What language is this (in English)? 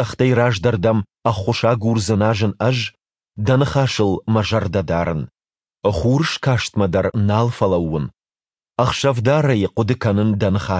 Ossetic